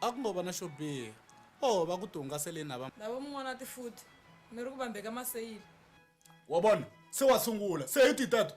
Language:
Tsonga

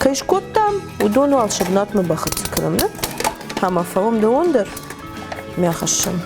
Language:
Ossetic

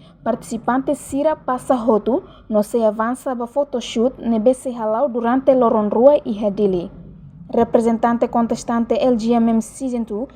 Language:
Tetum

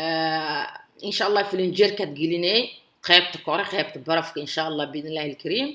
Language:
Somali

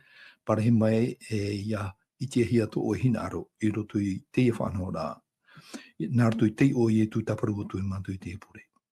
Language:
Tahitian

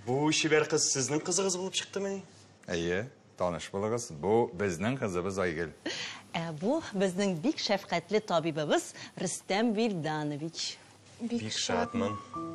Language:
Tatar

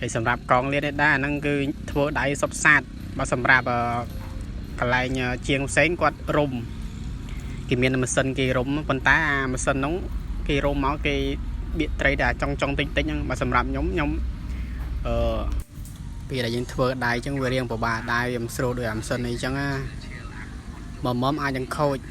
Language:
Khmer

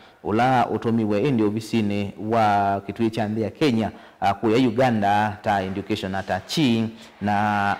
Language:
Kamba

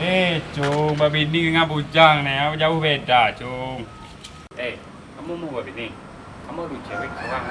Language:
Minangkabau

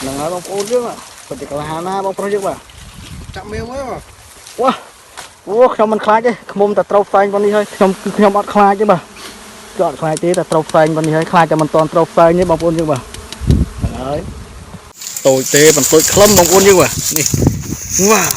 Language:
Khmer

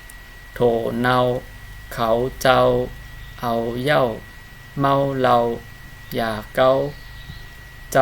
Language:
Shan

